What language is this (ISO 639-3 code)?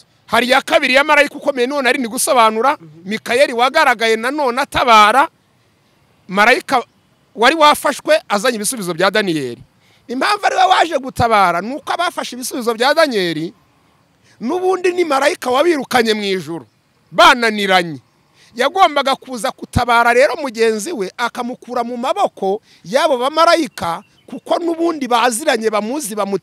kin